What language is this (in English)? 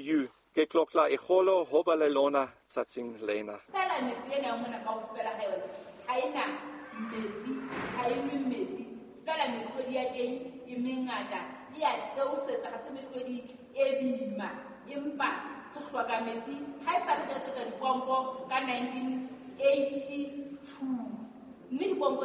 Southern Sotho